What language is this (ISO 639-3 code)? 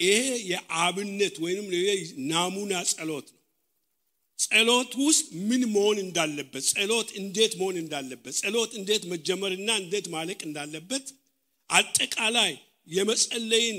amh